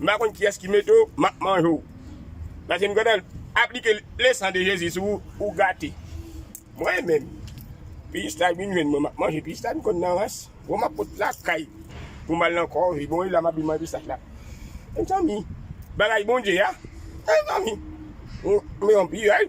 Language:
Haitian Creole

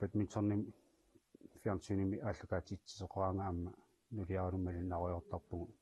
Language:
Kalaallisut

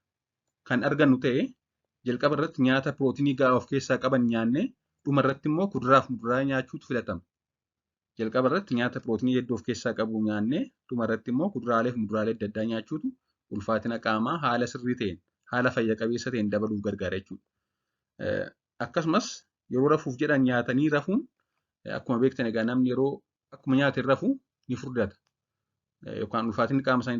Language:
Oromo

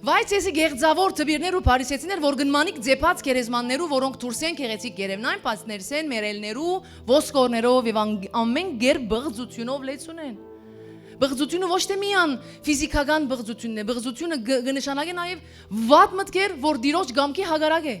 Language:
Western Armenian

